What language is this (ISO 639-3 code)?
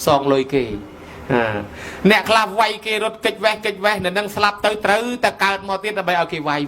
khm